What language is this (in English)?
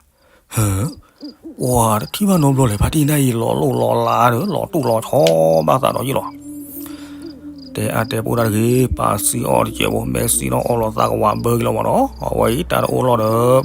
S'gaw Karen